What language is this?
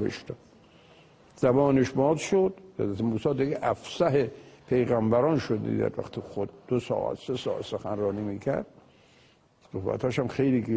Persian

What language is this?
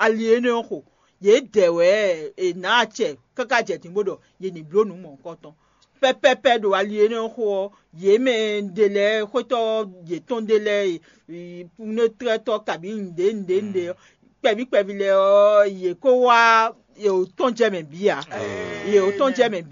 Fon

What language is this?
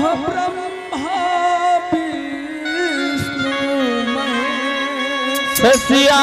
Angika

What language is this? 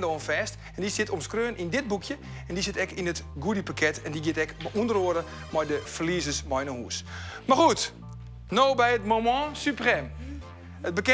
Western Frisian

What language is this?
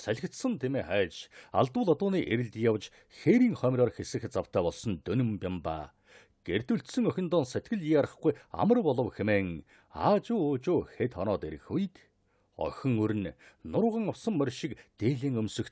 Mongolian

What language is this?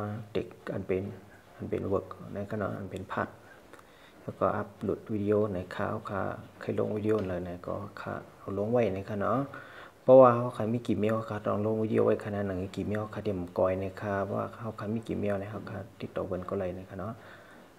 Shan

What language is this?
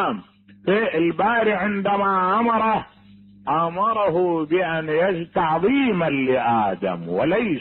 Mesopotamian Arabic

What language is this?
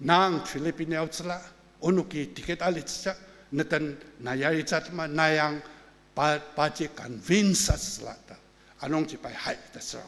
Ao Naga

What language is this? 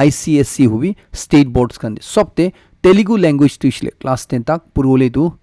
Naga Pidgin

